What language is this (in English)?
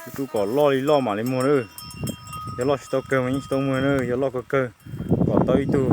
Hmong